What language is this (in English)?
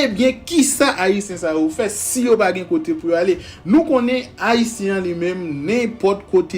Haitian Creole